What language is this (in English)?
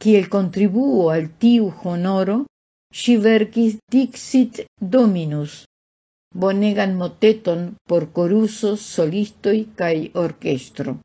Esperanto